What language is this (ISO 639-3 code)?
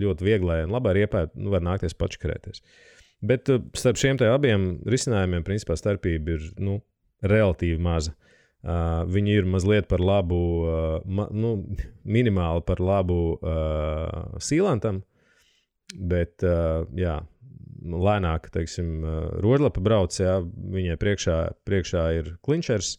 lav